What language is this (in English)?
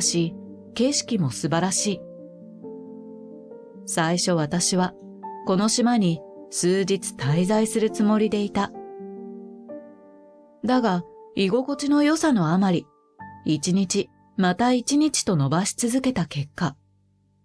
Japanese